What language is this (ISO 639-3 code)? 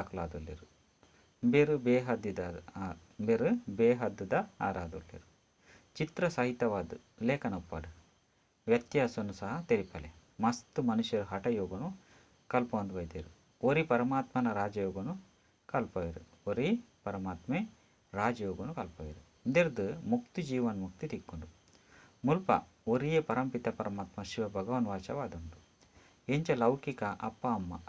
tcy